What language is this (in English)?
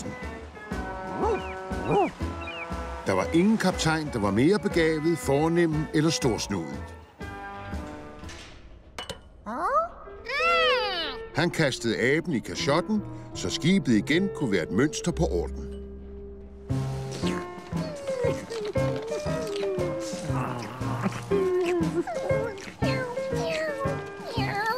Danish